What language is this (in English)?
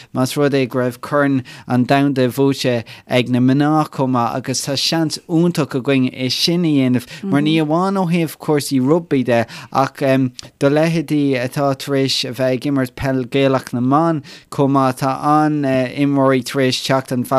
Irish